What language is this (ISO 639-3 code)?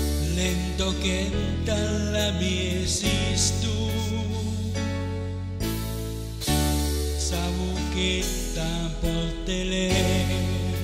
fin